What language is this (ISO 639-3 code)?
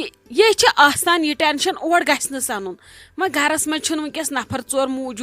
kas